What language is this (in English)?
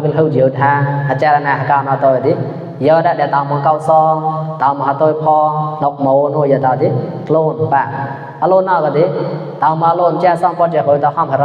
Mon